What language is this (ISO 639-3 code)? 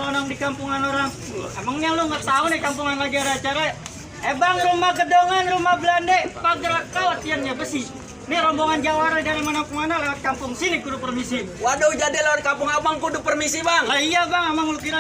bew